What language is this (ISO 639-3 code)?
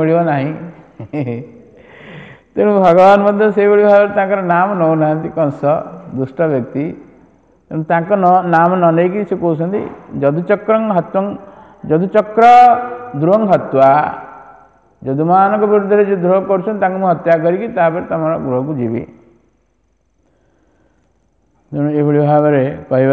ori